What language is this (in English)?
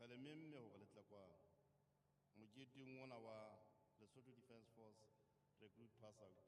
Southern Sotho